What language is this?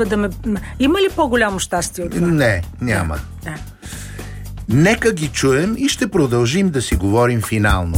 Bulgarian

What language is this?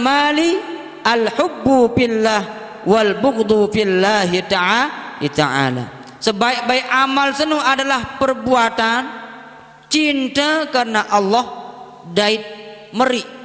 Sasak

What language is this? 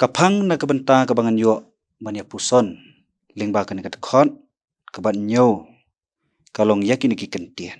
Khasi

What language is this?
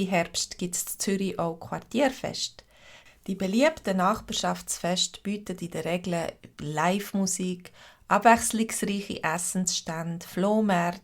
Swiss German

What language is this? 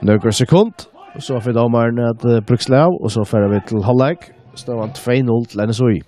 Faroese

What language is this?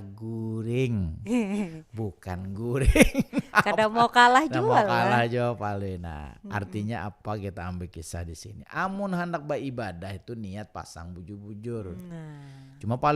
Banjar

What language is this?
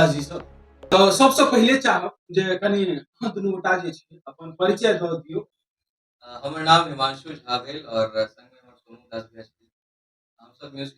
Maithili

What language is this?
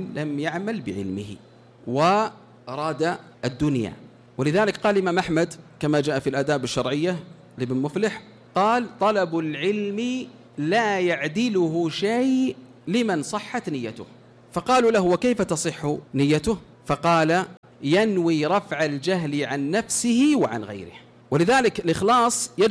Arabic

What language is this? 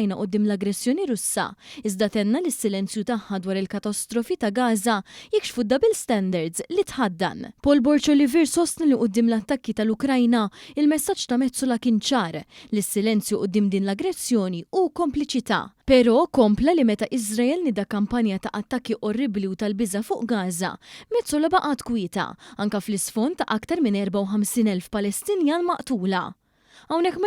Maltese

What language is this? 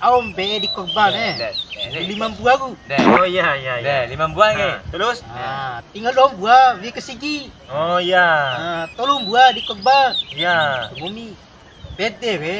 Bima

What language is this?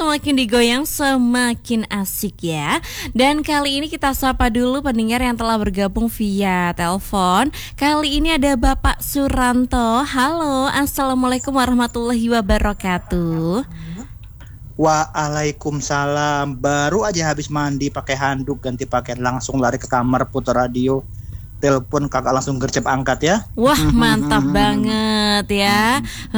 Indonesian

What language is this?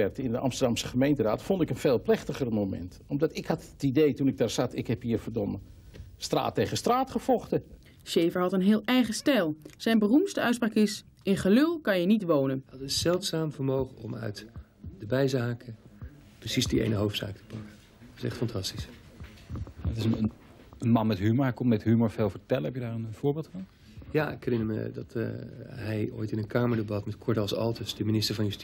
Dutch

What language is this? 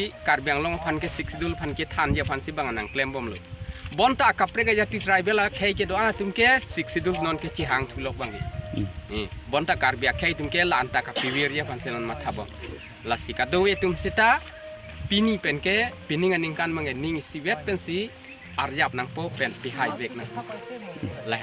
Karbi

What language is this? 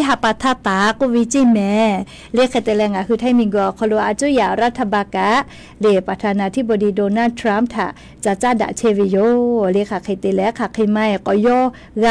Lahu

